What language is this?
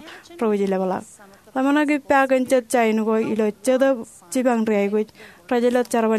Marshallese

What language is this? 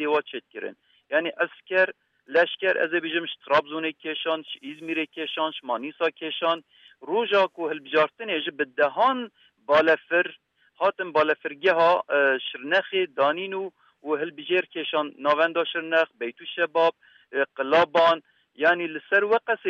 Kurdish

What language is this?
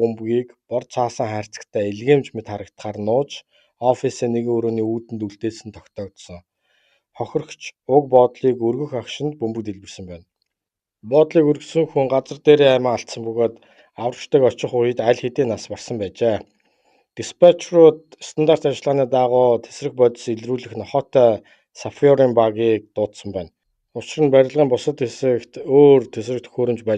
Mongolian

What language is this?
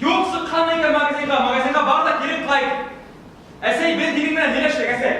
Bashkir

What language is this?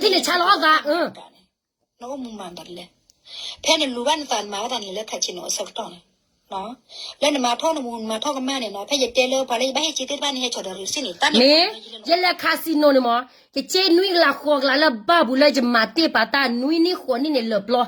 S'gaw Karen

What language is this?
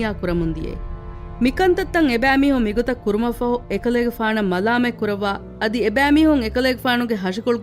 Divehi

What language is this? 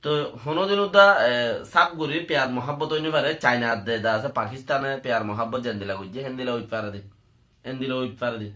Rohingya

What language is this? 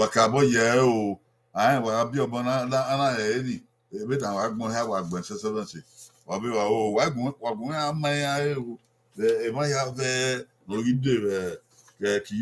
Bini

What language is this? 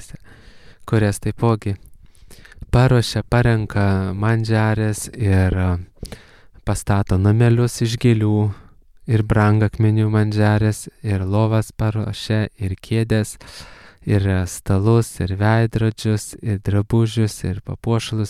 Lithuanian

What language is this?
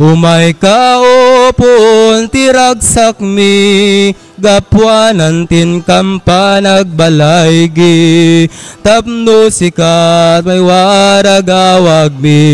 Iloko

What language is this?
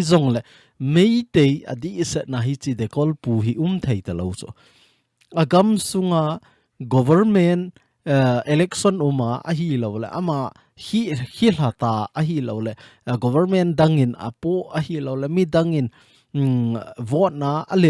Thado Chin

